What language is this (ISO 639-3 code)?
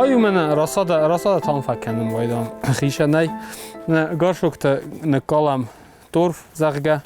oss